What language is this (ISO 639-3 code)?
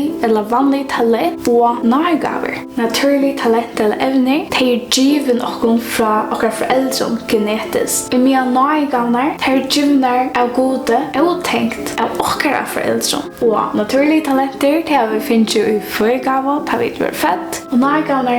fao